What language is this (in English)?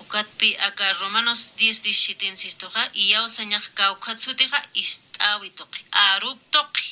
Aymara